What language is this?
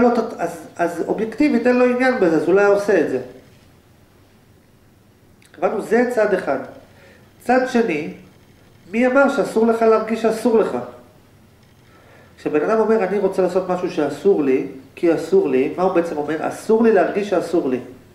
Hebrew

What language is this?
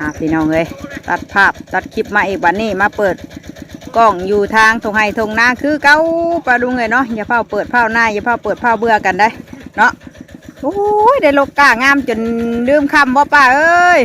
Northeastern Thai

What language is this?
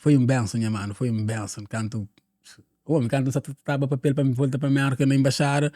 Kabuverdianu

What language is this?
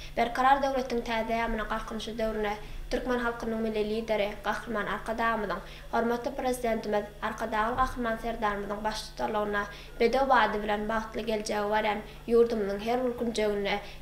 Turkmen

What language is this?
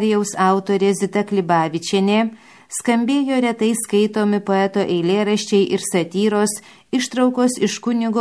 Lithuanian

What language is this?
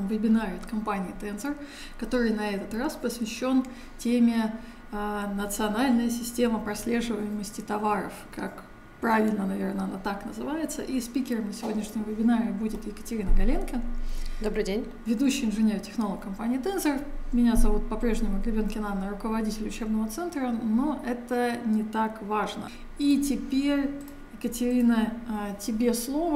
Russian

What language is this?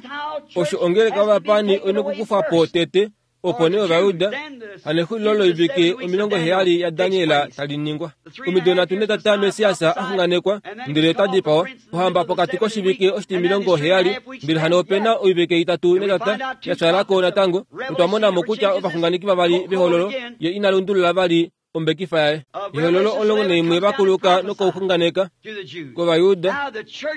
Kuanyama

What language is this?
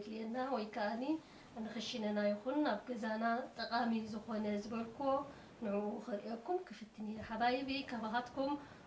Tigrinya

